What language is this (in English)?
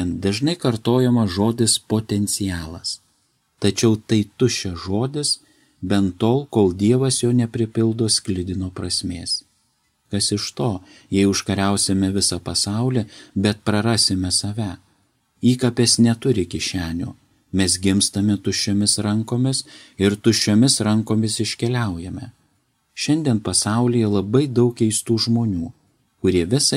Lithuanian